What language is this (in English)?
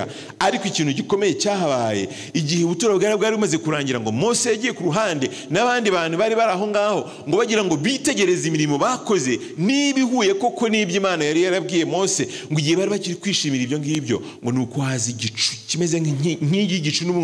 Kinyarwanda